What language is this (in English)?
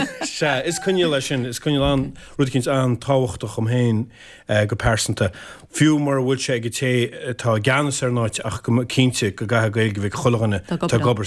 Irish